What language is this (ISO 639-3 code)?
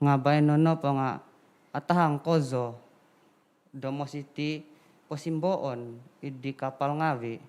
dtp